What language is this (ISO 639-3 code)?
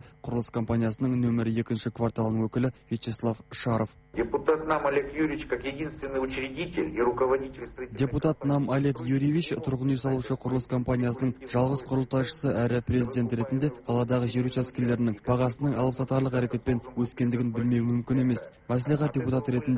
kaz